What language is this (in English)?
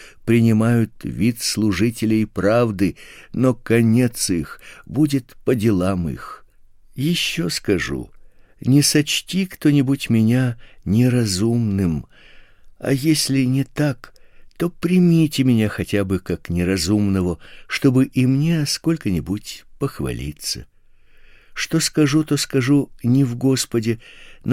Russian